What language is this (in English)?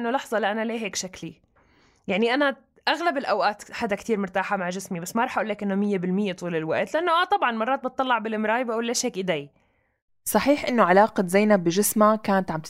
North Levantine Arabic